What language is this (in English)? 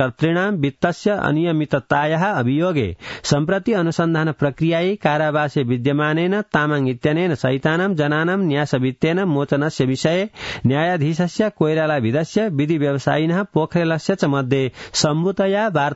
Sanskrit